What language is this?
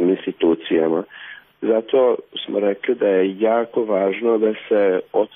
Croatian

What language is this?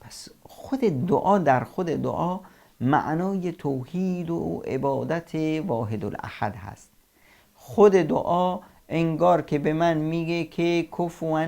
Persian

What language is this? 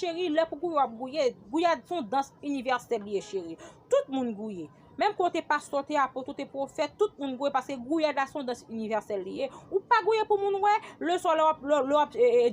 Haitian Creole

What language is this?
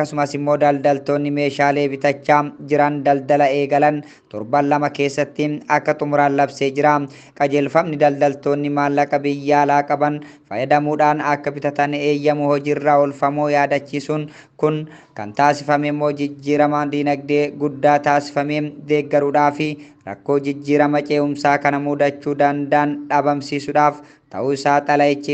Oromo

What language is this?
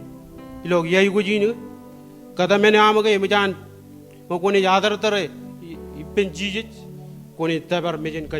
Marshallese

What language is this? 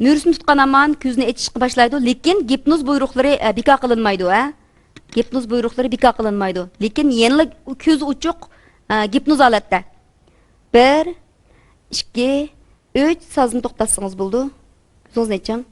Uyghur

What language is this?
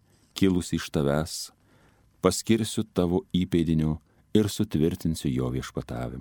Lithuanian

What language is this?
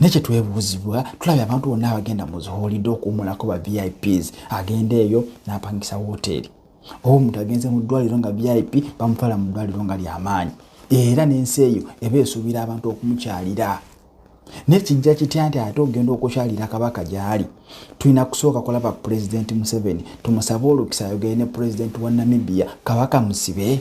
Ganda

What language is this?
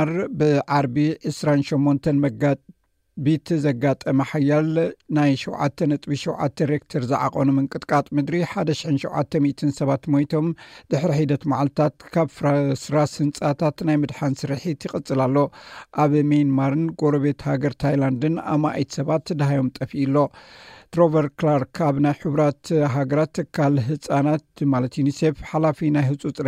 Tigrinya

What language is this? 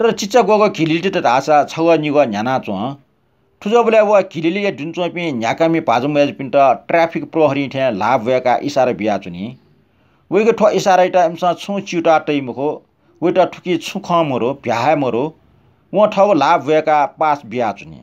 Newari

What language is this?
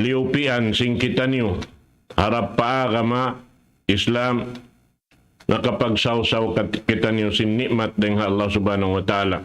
Tausug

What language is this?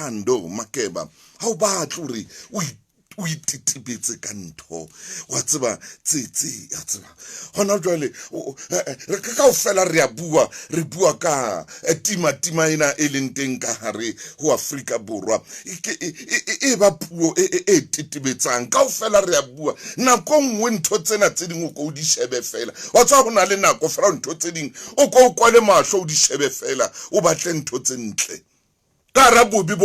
Southern Sotho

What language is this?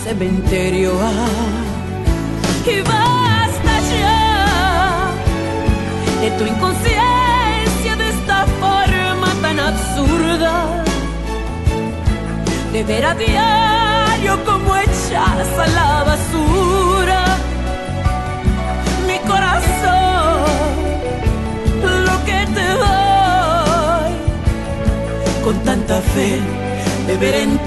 Spanish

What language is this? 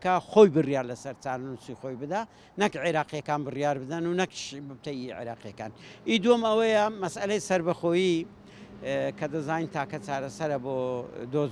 Central Kurdish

